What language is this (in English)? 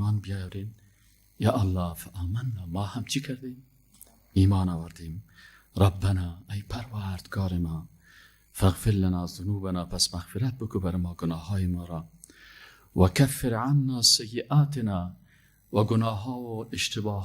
Persian